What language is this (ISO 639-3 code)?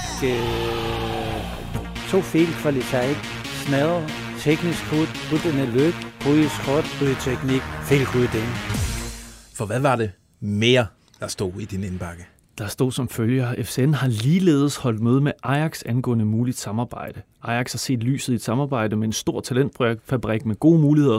dan